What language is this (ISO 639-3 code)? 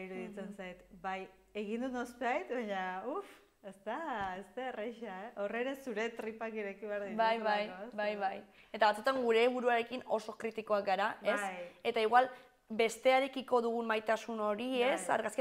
eus